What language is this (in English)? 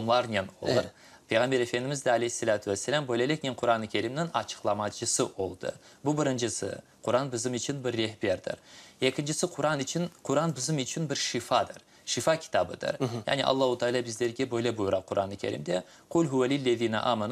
Crimean Tatar